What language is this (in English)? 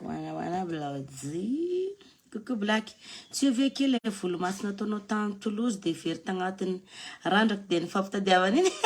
Malagasy